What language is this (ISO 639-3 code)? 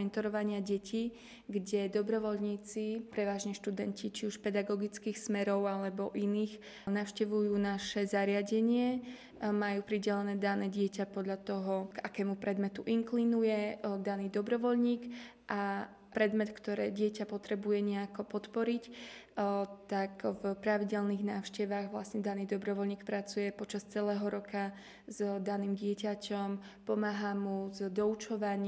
slk